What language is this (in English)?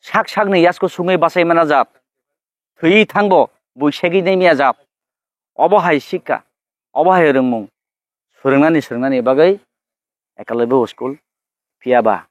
Kok Borok